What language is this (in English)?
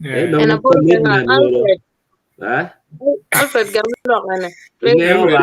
Acoli